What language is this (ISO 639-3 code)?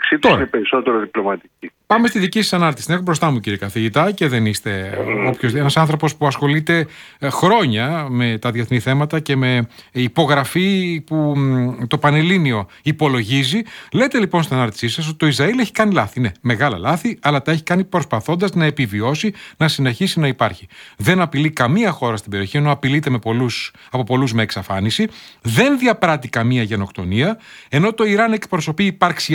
ell